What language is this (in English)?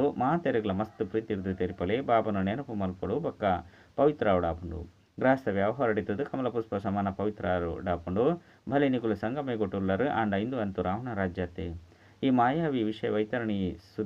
Tulu